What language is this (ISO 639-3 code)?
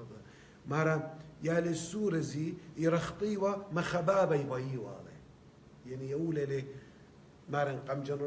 aii